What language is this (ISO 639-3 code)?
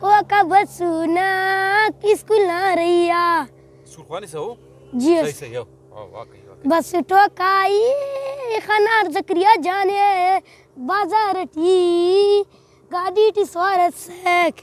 brh